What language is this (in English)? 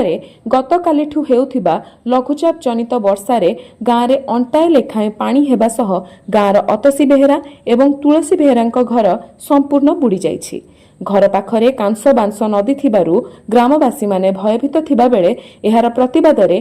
Odia